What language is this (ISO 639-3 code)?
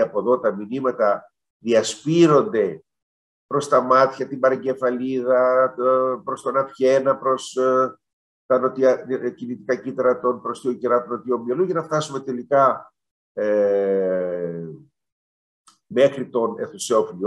ell